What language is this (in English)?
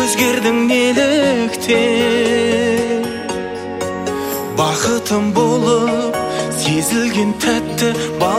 Kazakh